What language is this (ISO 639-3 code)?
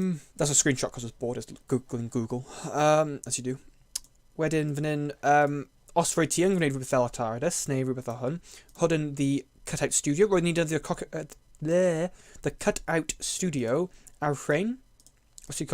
cym